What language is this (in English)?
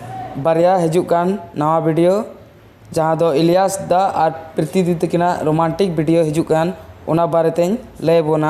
Santali